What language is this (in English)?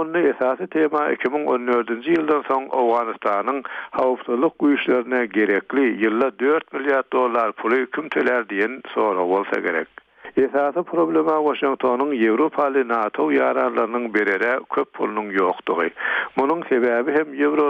Turkmen